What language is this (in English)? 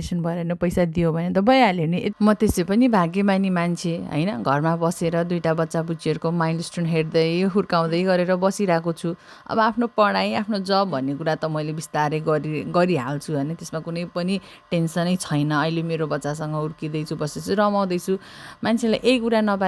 Nepali